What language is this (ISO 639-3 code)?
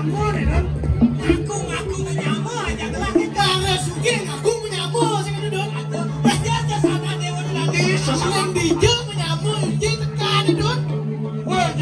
ban